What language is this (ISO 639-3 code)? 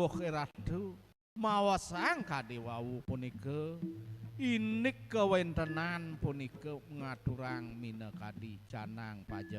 ban